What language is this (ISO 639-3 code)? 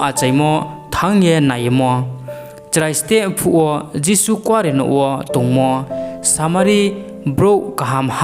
ria